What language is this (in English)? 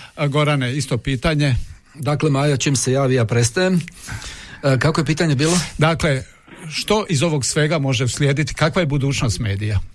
Croatian